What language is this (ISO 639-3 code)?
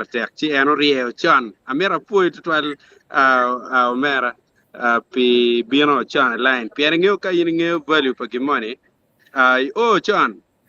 ach